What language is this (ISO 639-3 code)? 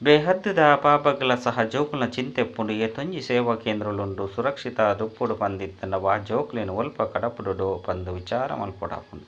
tcy